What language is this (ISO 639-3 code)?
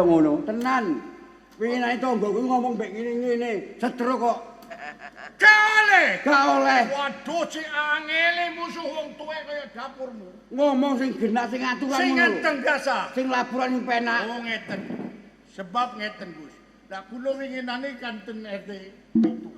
jav